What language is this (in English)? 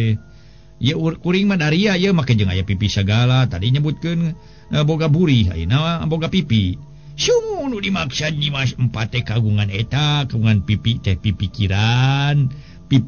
Sundanese